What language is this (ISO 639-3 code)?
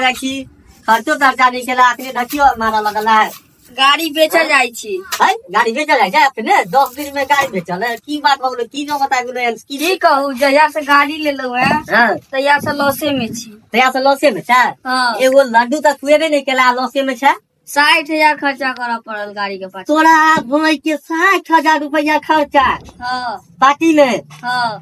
mai